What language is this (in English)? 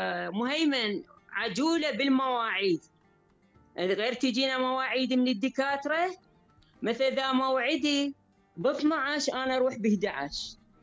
Mesopotamian Arabic